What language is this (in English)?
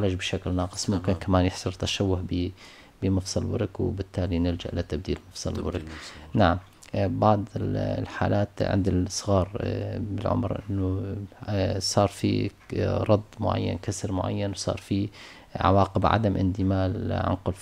North Levantine Arabic